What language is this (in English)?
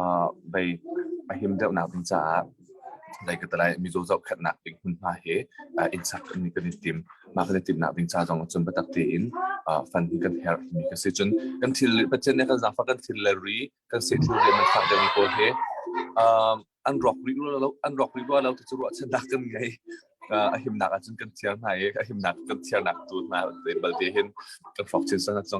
Hakha Chin